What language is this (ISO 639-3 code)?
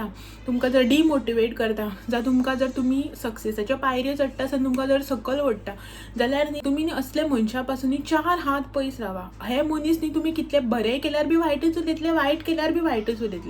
kok